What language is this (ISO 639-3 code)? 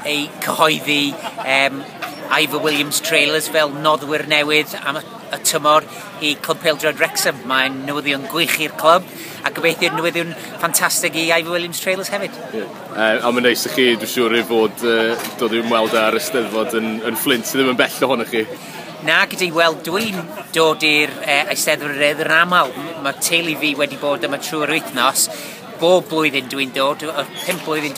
cym